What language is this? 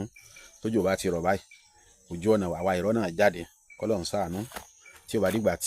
Yoruba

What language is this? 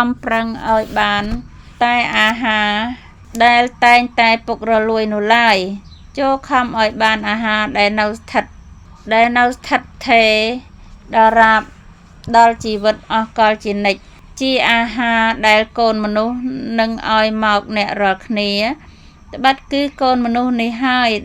Khmer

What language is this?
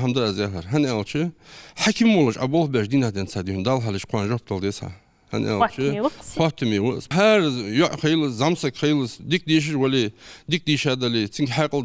Ingush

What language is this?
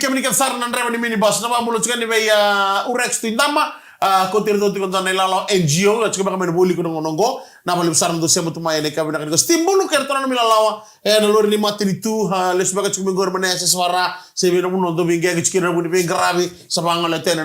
Fijian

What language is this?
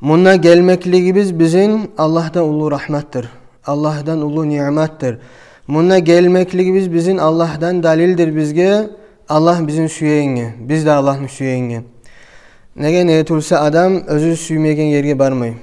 Kumyk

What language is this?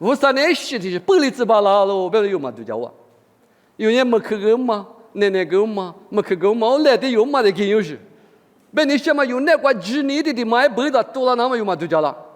Lisu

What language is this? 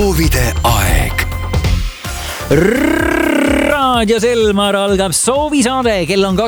Estonian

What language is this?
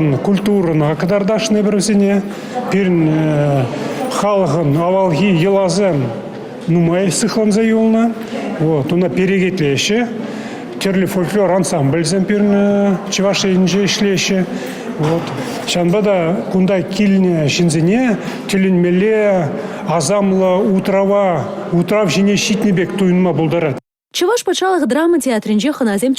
Chuvash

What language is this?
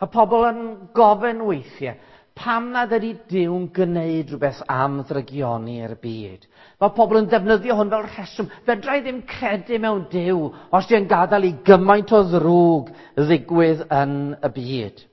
Welsh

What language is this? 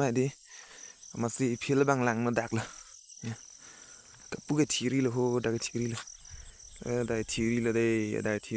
Karbi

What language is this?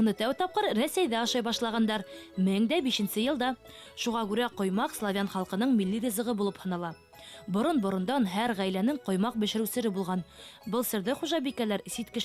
Bashkir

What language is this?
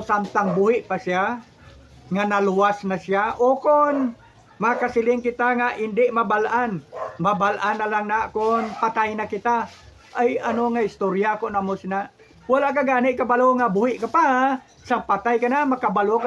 Hiligaynon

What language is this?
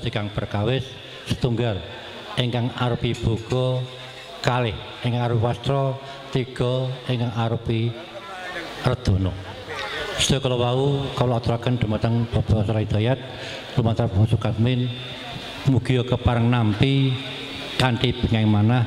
Javanese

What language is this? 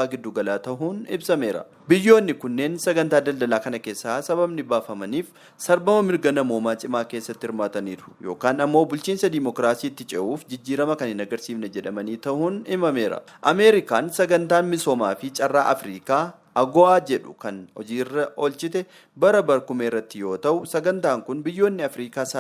Oromo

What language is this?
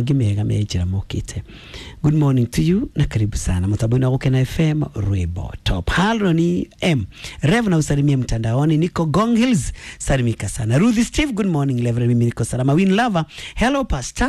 Kikuyu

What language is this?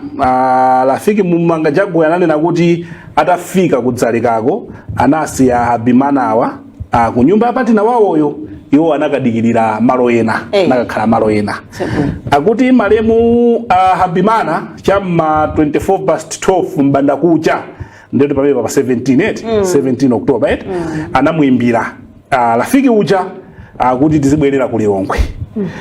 Nyanja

